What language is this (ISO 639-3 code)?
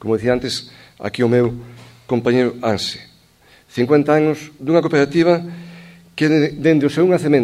glg